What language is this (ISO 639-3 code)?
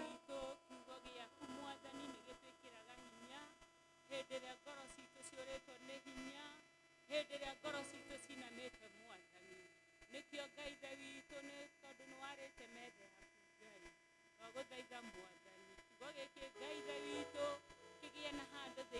kik